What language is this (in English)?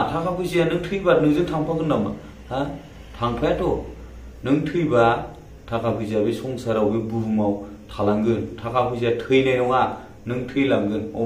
Bodo